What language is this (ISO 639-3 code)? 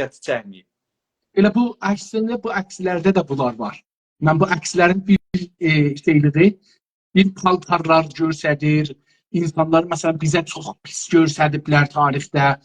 azb